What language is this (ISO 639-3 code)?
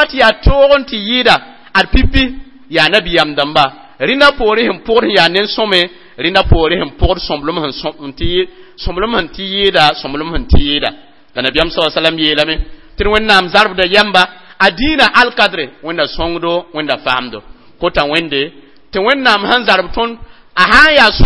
mos